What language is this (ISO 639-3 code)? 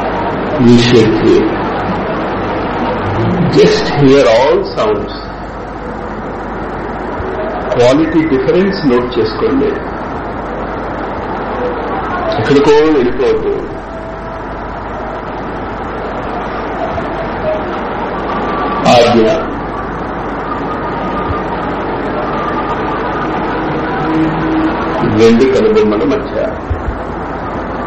tel